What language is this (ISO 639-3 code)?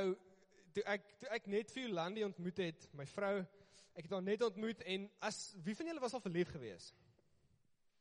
afr